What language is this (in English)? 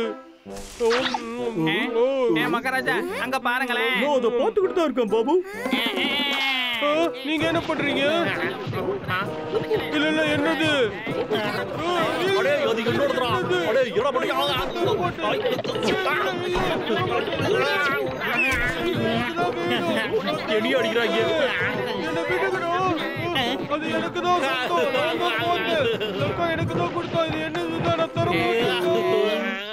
Tamil